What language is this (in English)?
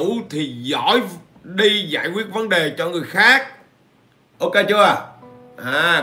Vietnamese